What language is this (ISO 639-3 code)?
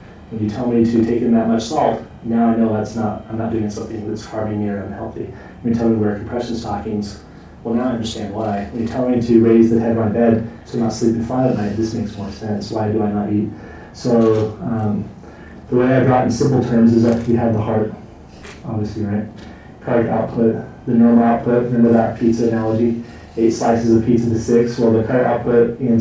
eng